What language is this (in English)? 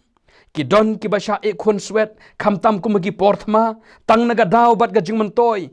Khasi